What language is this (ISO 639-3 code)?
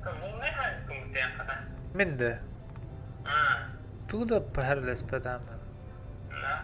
sah